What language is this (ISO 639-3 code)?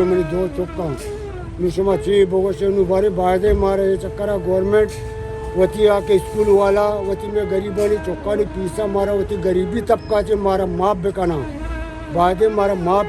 bal